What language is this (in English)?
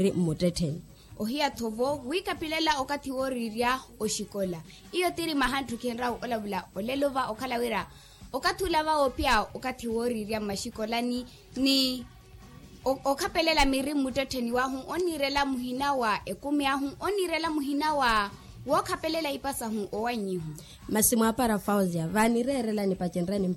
Makhuwa